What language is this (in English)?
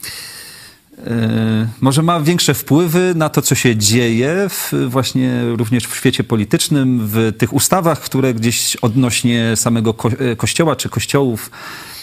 Polish